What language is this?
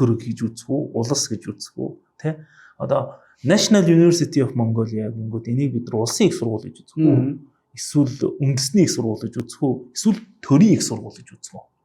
Mongolian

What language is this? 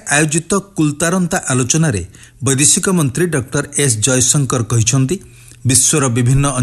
Odia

